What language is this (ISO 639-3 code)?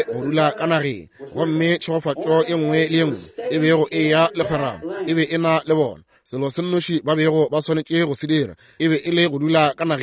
nso